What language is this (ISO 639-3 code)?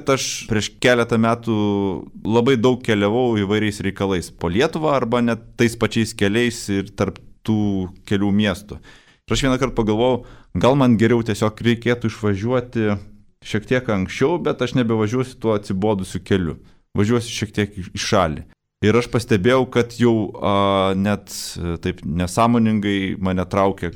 lit